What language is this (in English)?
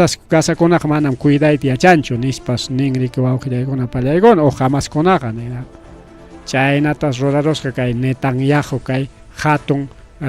Ayacucho Quechua